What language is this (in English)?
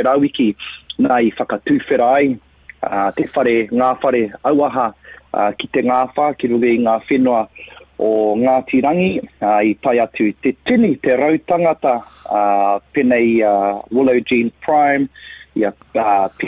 Māori